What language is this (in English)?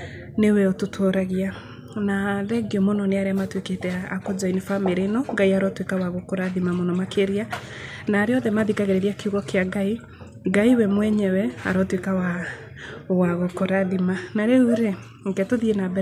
Kikuyu